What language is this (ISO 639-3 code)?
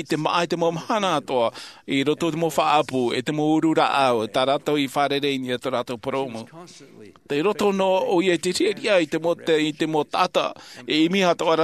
tah